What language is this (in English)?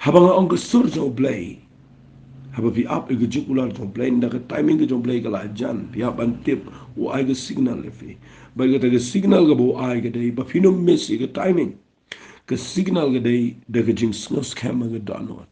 Khasi